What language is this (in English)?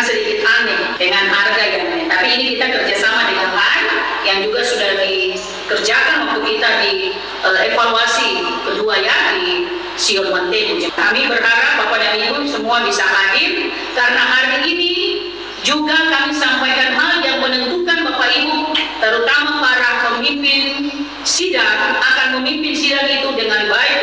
Indonesian